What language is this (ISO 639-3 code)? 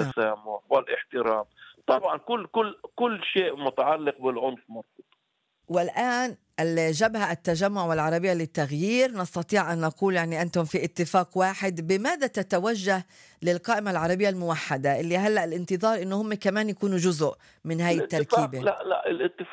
apc